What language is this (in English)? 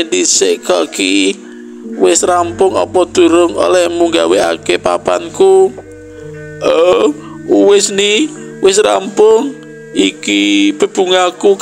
Javanese